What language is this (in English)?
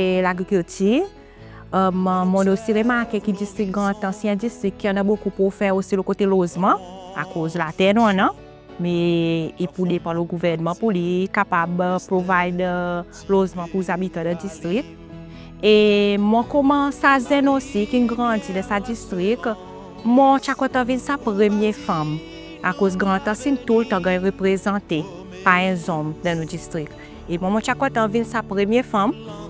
Seselwa Creole French